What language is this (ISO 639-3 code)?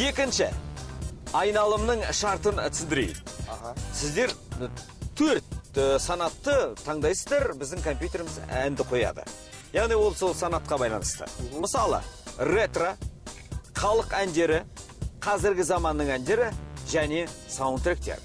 kaa